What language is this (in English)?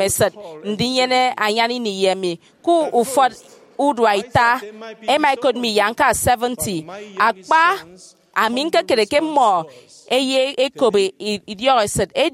Efik